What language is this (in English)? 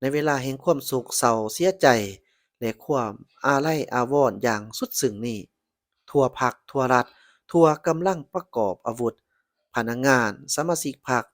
Lao